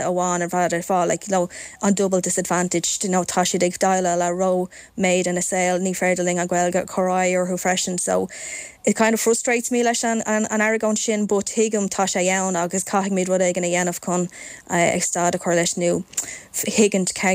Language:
Irish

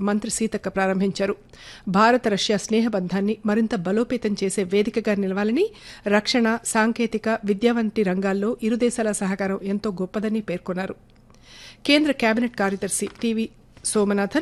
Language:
Telugu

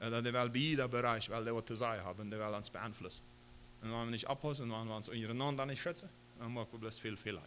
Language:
Plautdietsch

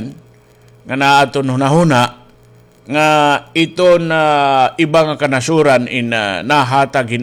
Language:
Waray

